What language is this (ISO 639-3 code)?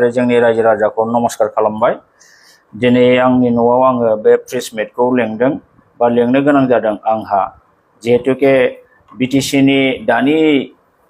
brx